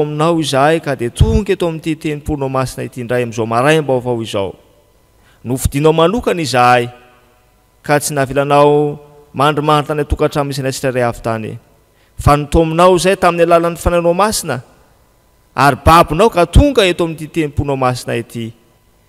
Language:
Malagasy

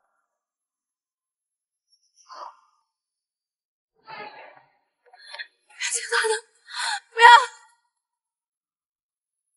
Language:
Chinese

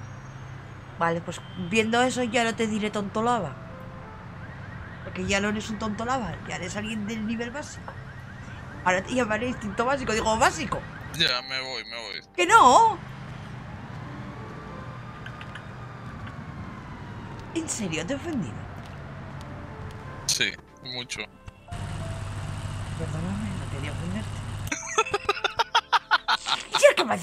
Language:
Spanish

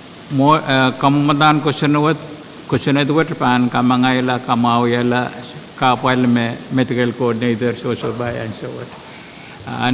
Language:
Pohnpeian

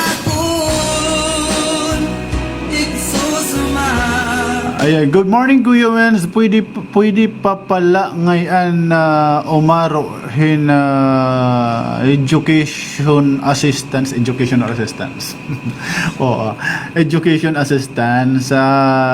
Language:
Waray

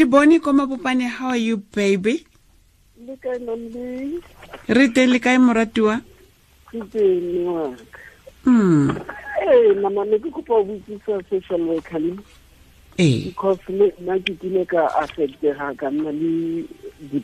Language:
Tswana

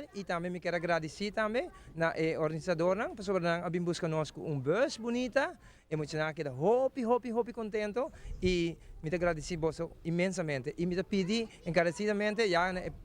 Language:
Papiamento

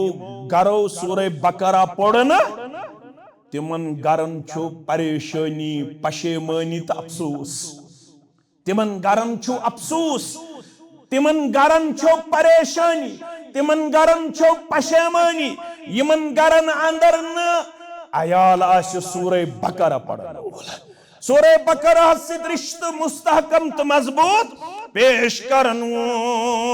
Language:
Kashmiri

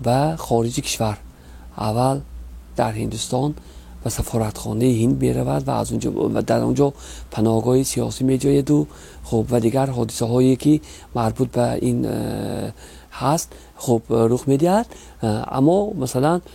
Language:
Tajik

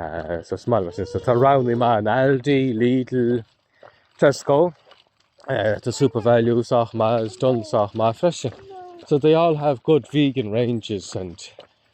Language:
Irish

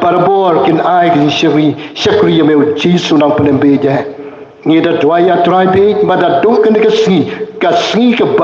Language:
Khasi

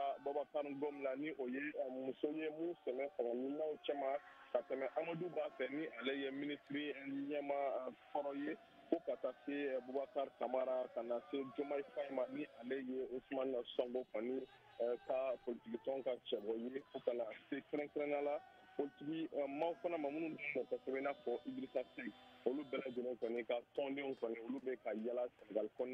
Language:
Bambara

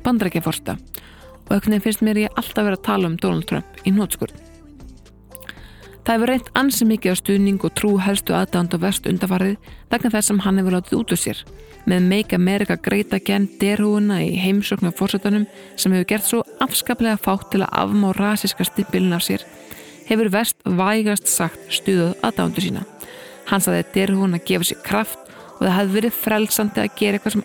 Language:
Icelandic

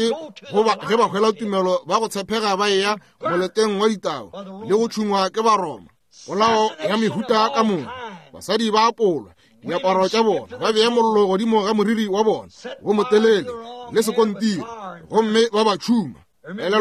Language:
Northern Sotho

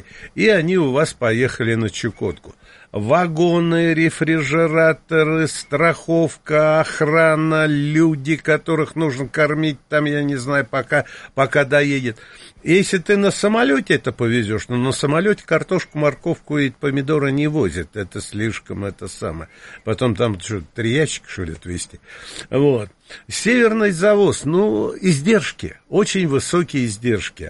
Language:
Russian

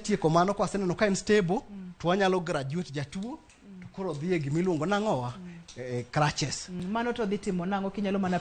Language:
Luo (Kenya and Tanzania)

